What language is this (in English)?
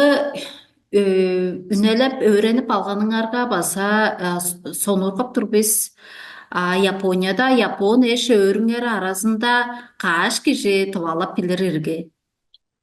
Tuvinian